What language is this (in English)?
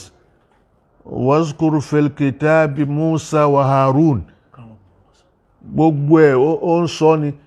Yoruba